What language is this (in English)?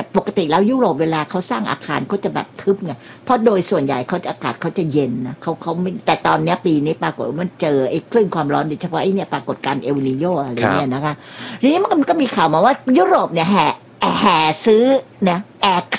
Thai